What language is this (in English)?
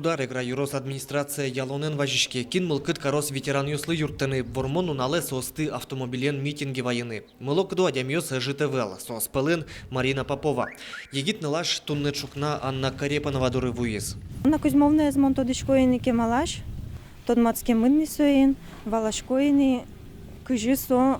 Udmurt